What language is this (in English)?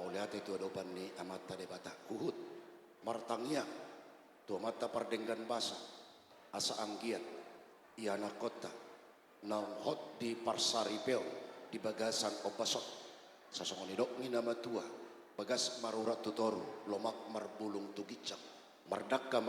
Batak Toba